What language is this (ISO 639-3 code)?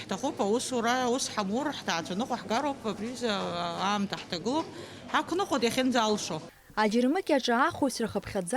abk